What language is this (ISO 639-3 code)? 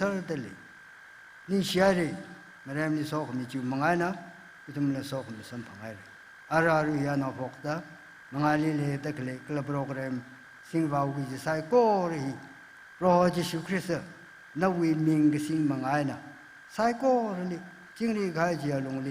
nmf